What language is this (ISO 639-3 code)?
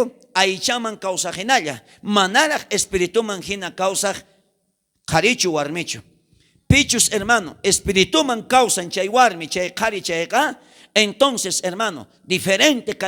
quh